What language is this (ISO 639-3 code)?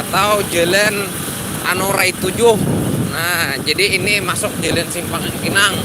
bjn